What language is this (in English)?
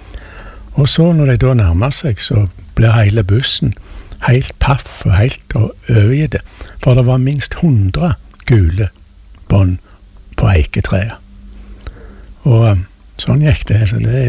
Norwegian